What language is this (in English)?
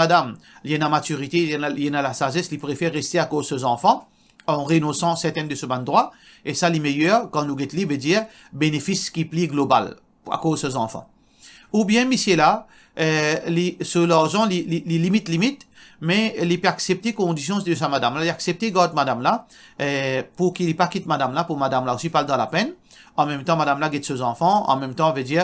Morisyen